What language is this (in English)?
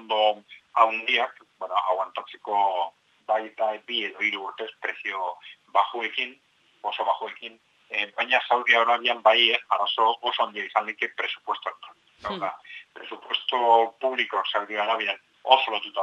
Basque